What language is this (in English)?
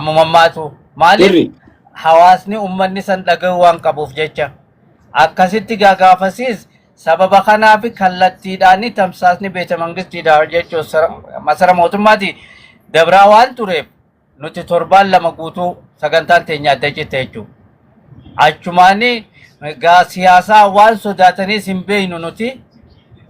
Oromo